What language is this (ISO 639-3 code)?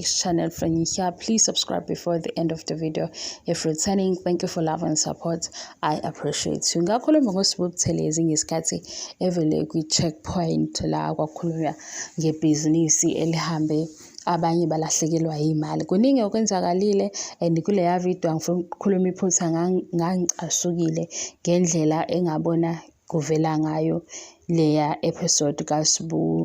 zul